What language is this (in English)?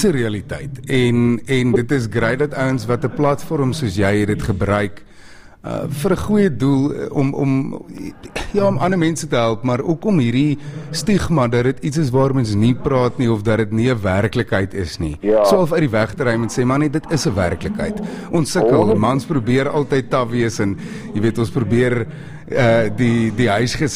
Afrikaans